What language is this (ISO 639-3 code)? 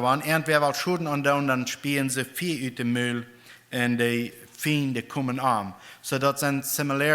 pdt